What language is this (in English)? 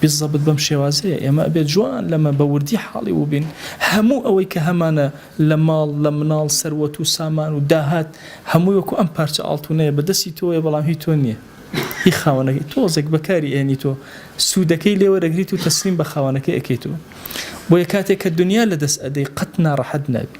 Central Kurdish